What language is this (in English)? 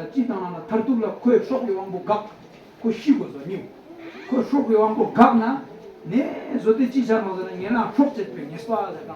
Tibetan